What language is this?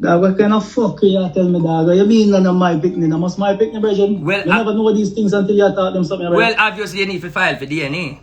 Jamaican Creole English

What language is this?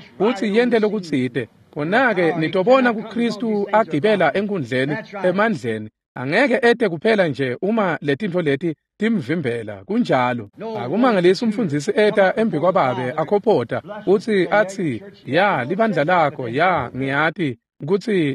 Swati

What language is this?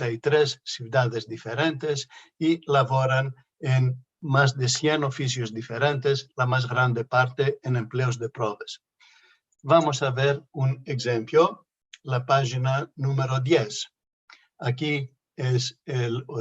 Ladino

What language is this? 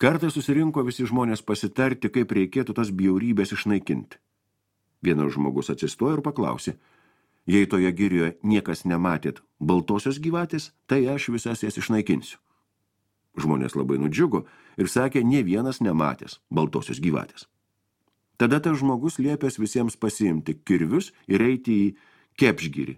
Lithuanian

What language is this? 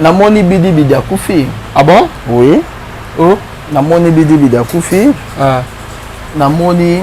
Lingala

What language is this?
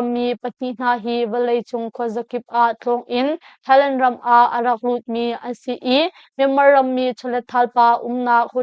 Hakha Chin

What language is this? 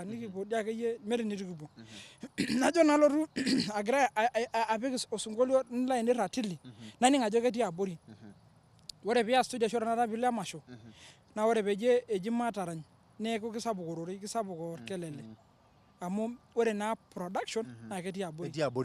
Masai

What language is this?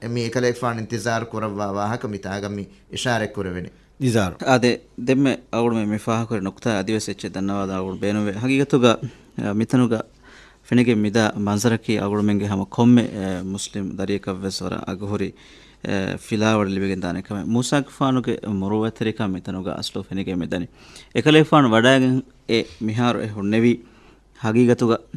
Divehi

